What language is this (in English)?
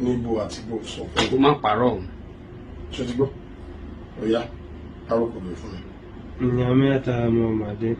Yoruba